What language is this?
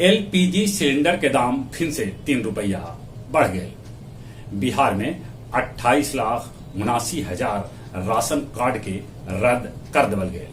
Magahi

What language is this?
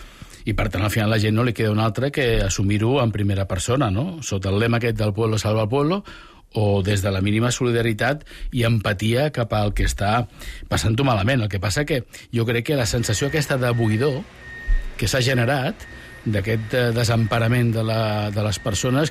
Catalan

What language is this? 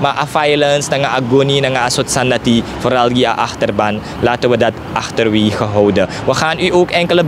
Sranan Tongo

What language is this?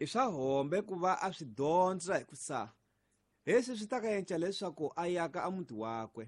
Tsonga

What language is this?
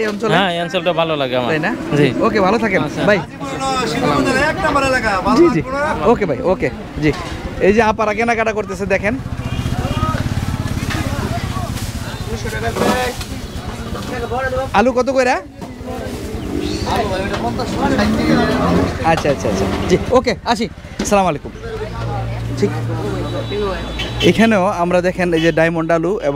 Bangla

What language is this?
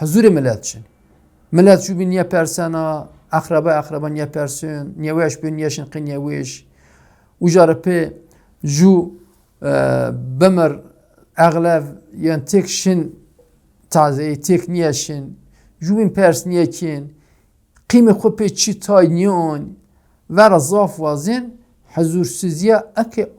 Zaza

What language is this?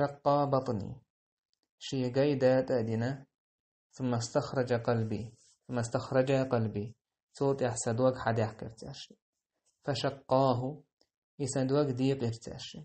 Chechen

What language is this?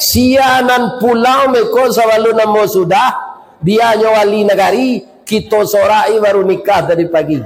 Minangkabau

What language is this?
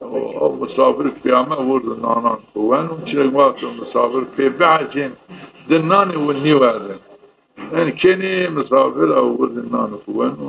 Zaza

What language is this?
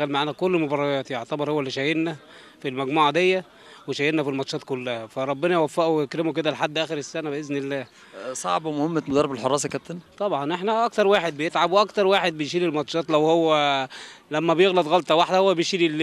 Egyptian Arabic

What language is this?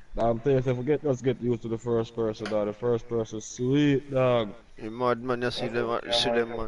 Jamaican Creole English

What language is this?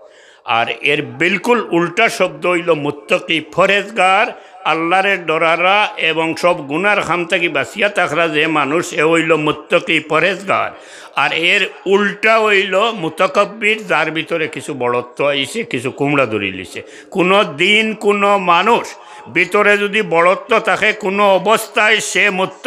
Sylheti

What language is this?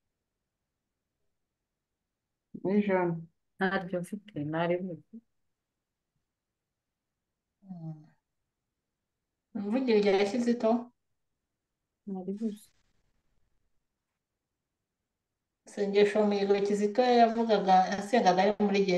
Kinyarwanda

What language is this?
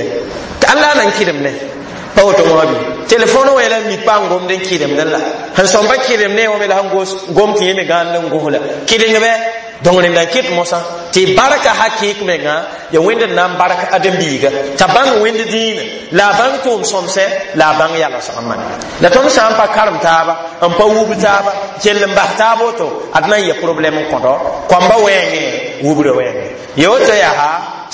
Mossi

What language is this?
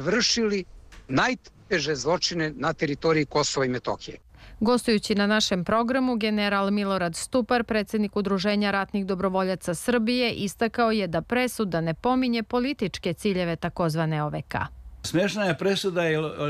Serbian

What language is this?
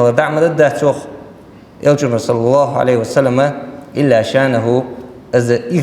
Ingush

